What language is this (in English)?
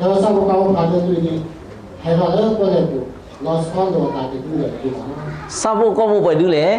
S'gaw Karen